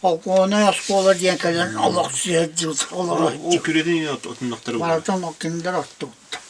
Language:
Yakut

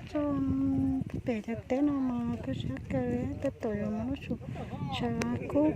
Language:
Hmong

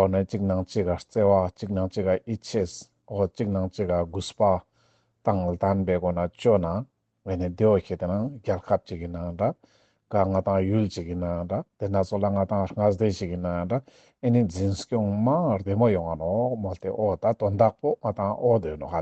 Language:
Ladakhi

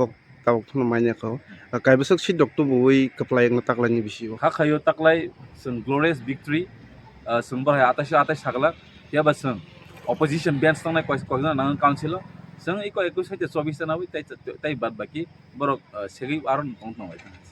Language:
Kok Borok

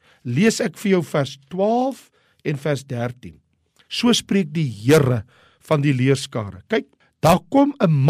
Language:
Afrikaans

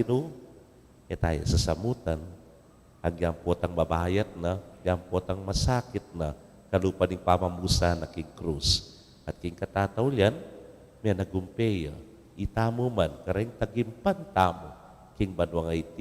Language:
Pampanga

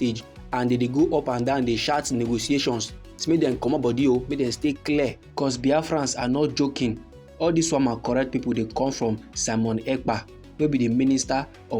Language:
Nigerian Pidgin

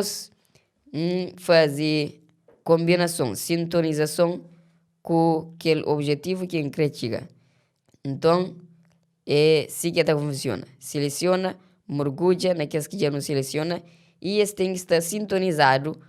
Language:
Kabuverdianu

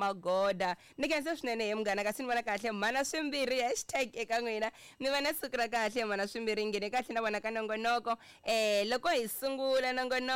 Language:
Tsonga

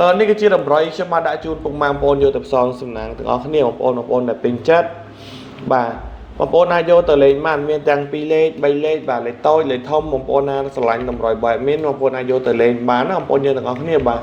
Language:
Khmer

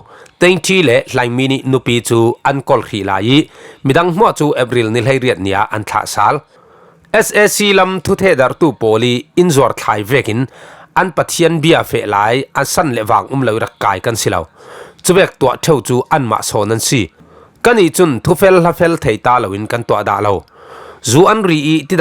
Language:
Falam Chin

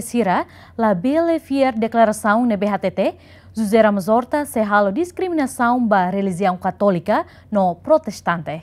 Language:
Tetum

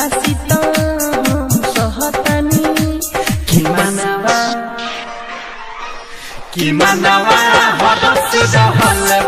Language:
Bhojpuri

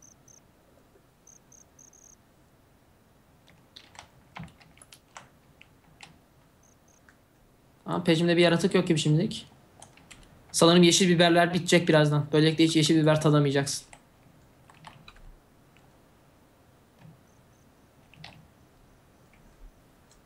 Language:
Turkish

